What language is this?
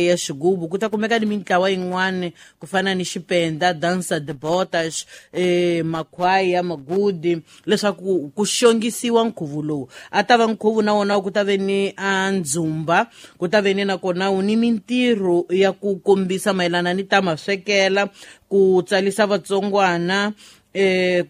Tsonga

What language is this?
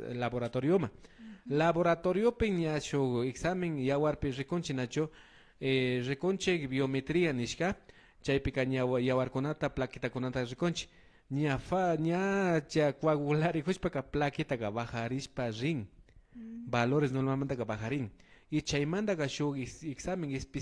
Imbabura Highland Quichua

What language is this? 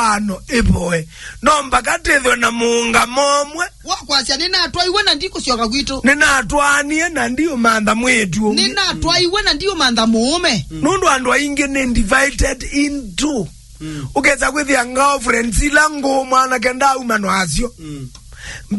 Kamba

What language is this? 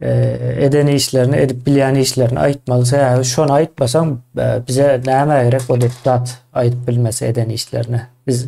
Turkmen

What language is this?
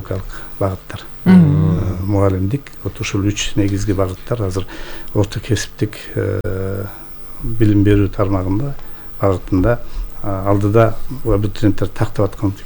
Kyrgyz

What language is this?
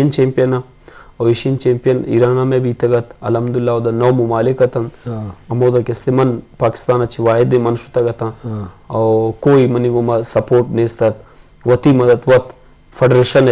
Eastern Balochi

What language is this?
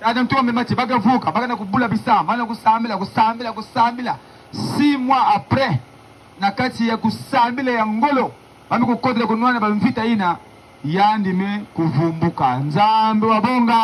Kituba (Democratic Republic of Congo)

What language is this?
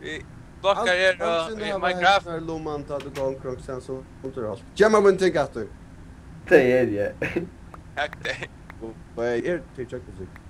Faroese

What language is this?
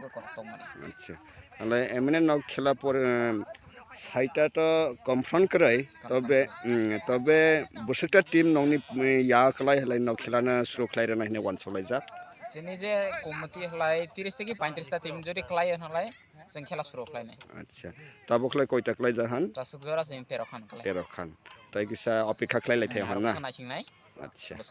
Kok Borok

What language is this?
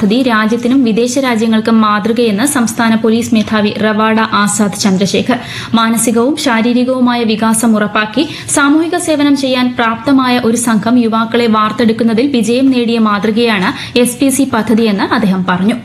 Malayalam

